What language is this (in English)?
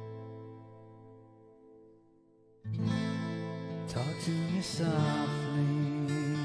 English